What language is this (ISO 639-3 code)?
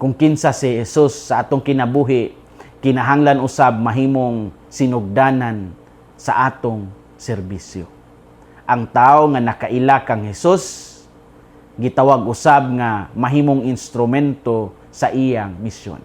ceb